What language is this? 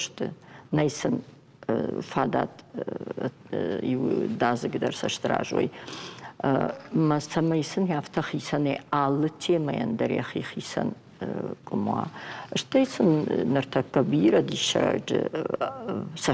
Ossetic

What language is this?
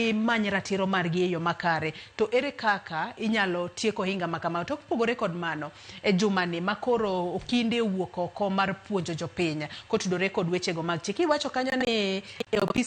Luo (Kenya and Tanzania)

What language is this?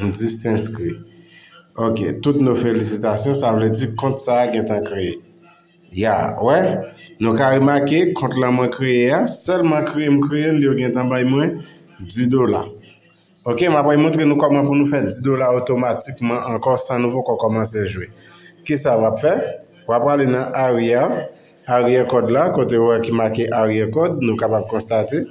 Haitian Creole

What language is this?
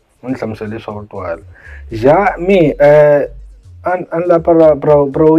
Tsonga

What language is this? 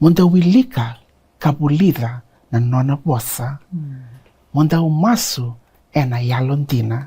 Fijian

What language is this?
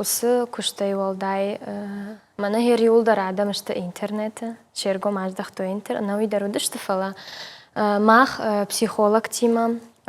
Ossetic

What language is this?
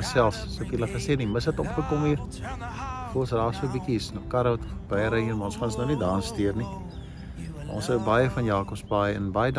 Afrikaans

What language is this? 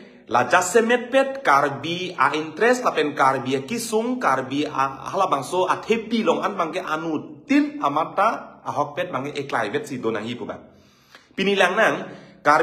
Karbi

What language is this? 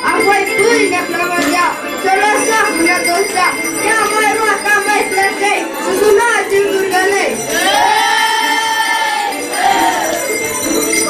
Romanian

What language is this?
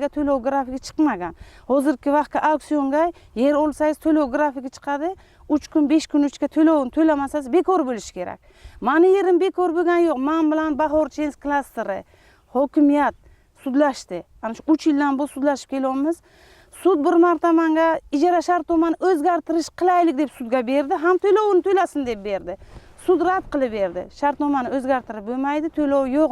Uzbek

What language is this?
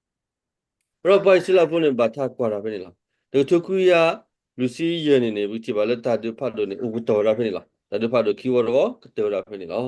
S'gaw Karen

